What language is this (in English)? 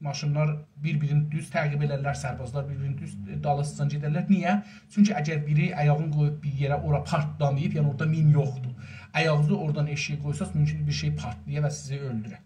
South Azerbaijani